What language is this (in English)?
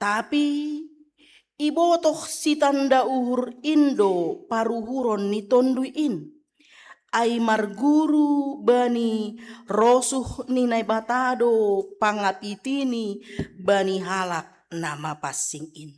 Batak Simalungun